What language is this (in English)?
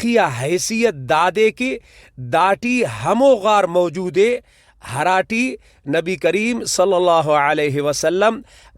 Brahui